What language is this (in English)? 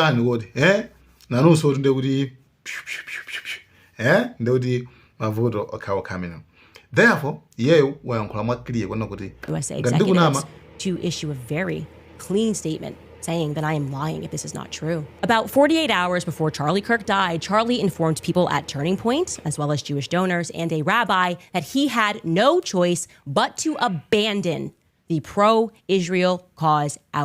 Nyanja